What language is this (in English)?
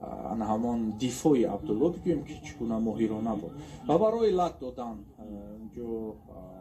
Tajik